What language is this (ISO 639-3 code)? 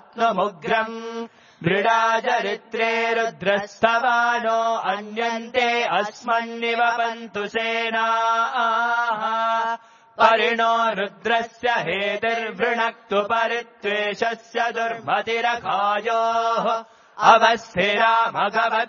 san